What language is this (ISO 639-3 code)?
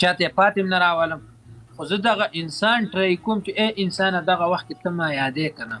pus